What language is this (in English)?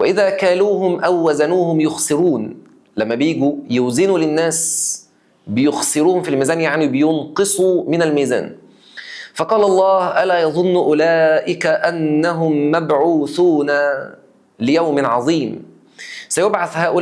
Egyptian Arabic